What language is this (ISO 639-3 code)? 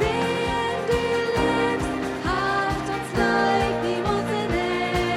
pdt